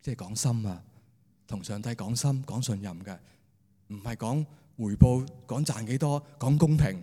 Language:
Cantonese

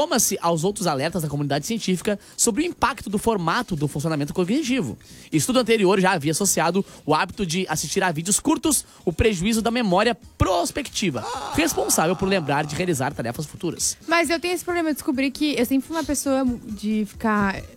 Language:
Portuguese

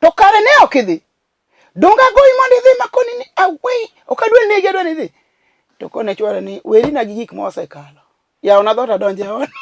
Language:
Luo (Kenya and Tanzania)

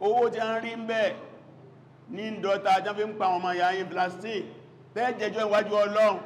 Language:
Yoruba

